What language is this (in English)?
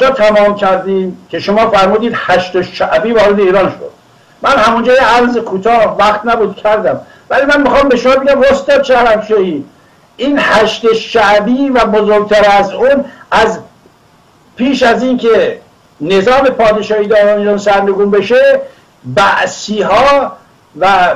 Persian